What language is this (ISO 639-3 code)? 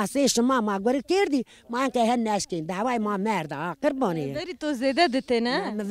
zza